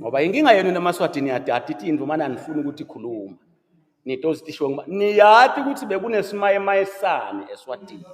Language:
Swati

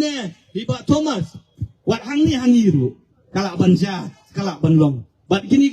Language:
Khasi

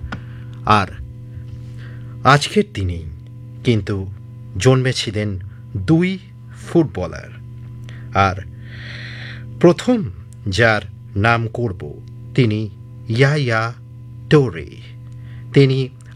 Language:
Bangla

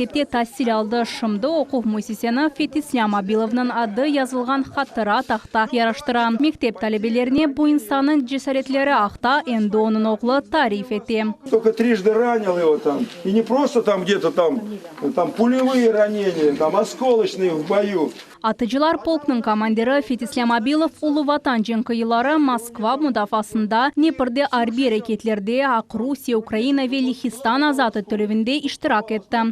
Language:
Crimean Tatar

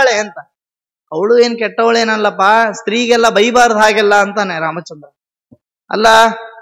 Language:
Kannada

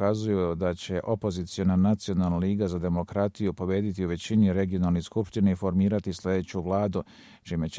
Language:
Serbian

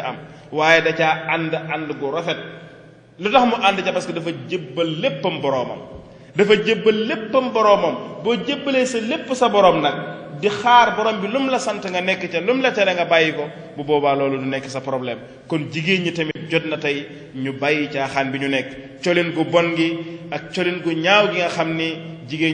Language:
Wolof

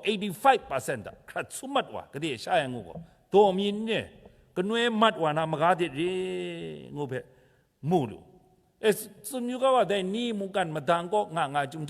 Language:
Kachin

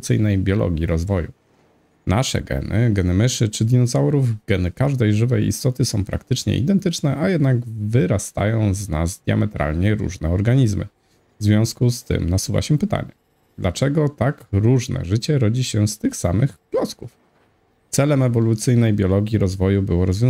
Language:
Polish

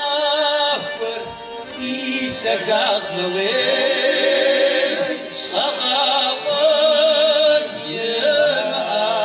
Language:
Kabardian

